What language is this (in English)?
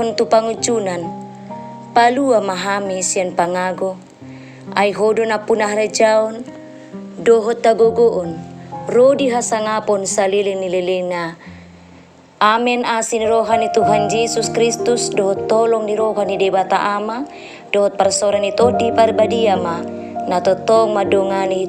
Batak Toba